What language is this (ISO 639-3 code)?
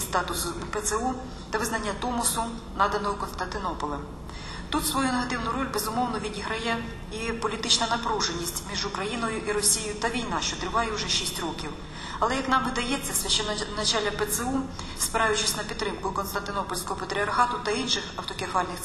ukr